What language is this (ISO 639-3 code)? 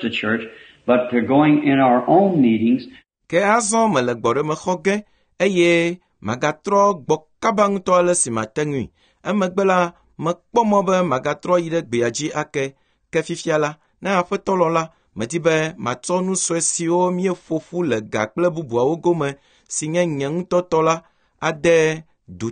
ewe